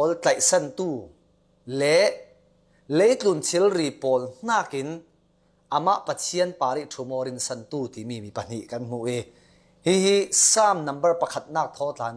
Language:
Falam Chin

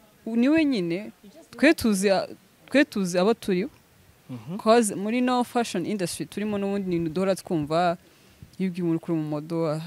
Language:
Kinyarwanda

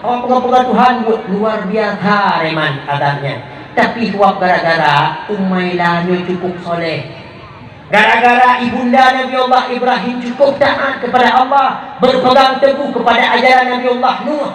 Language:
Achinese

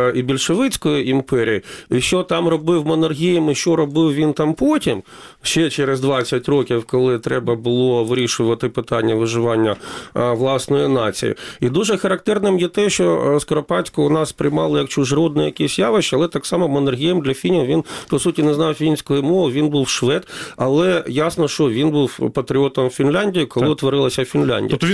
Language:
Ukrainian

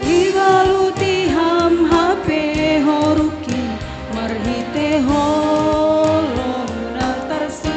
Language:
Batak Simalungun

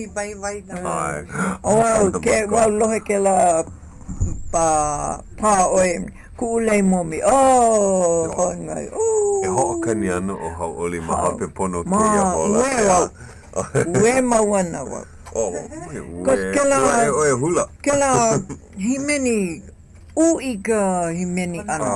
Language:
Hawaiian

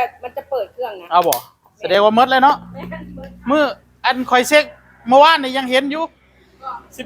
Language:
Northeastern Thai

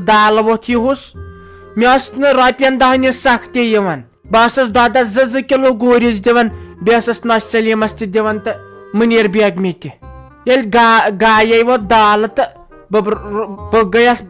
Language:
Kashmiri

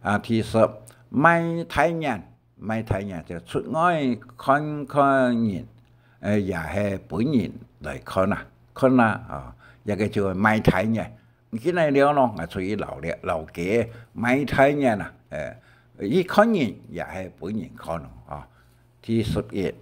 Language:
Hakka Chinese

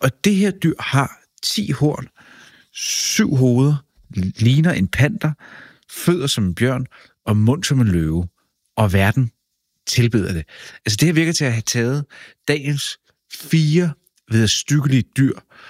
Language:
Danish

